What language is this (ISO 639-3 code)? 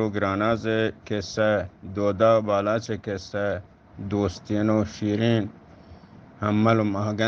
bgp